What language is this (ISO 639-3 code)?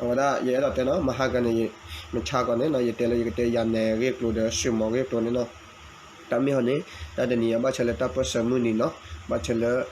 ksw